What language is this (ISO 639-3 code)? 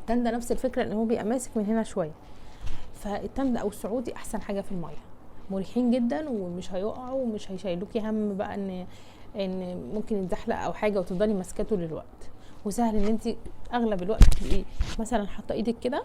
arz